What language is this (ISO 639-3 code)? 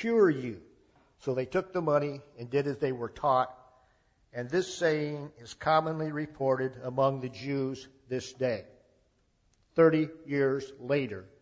eng